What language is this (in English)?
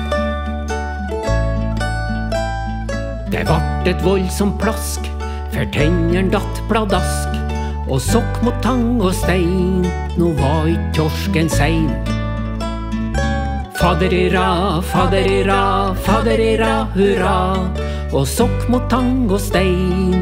Norwegian